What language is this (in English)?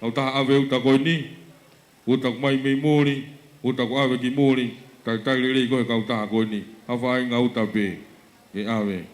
Tongan